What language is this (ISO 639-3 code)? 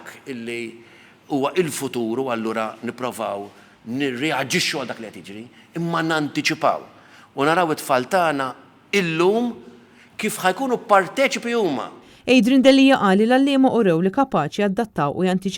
mlt